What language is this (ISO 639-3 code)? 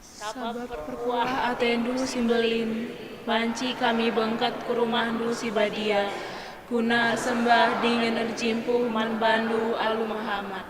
btx